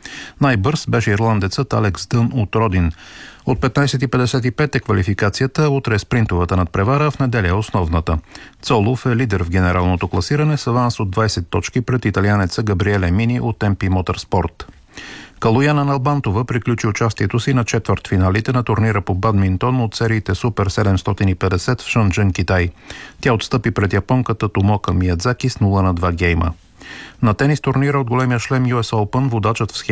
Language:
Bulgarian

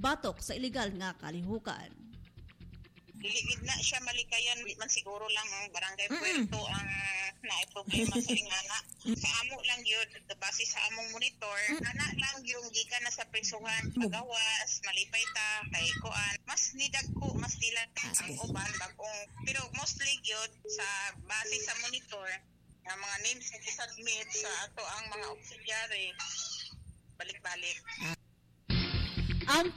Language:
Cebuano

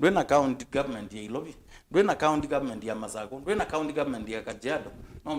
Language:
Kamba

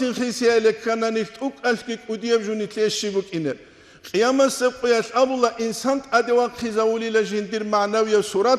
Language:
Avaric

